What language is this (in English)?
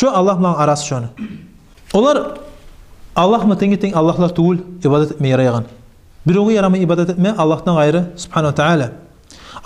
Kumyk